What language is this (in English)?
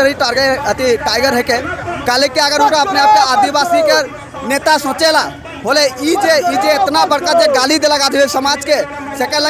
Sadri